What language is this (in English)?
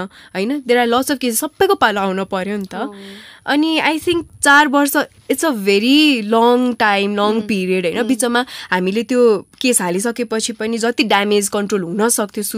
Nepali